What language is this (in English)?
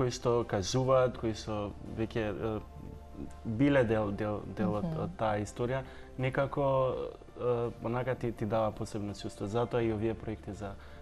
Macedonian